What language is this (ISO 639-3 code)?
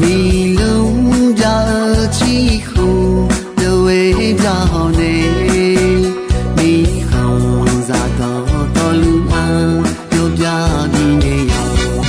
ahk